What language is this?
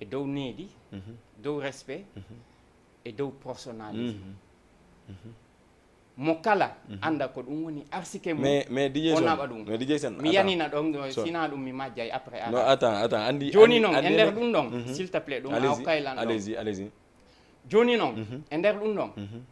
Fula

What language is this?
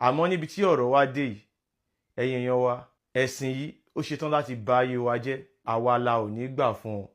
Yoruba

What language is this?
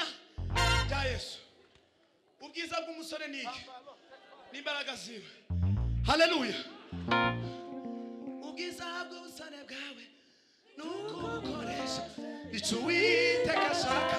Kinyarwanda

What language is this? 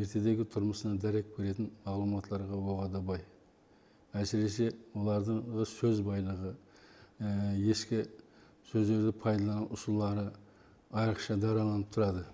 Kara-Kalpak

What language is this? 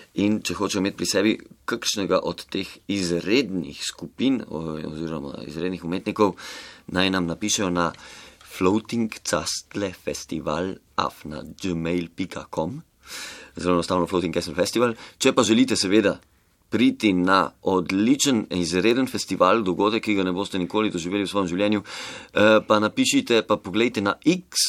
Slovenian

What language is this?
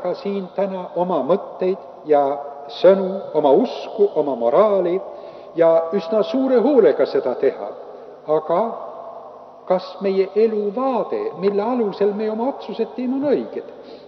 Estonian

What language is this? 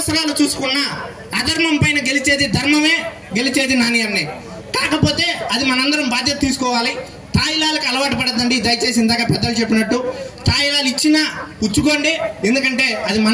Telugu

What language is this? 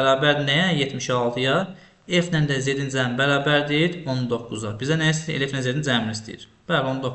Azerbaijani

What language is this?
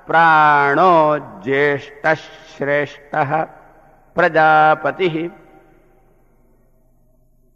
Kannada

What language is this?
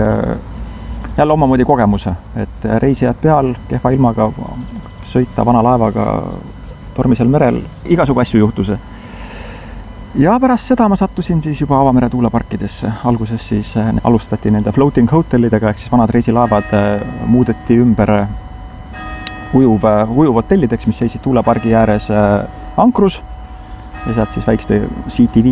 Estonian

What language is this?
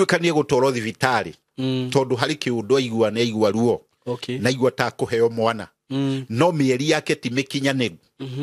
Kikuyu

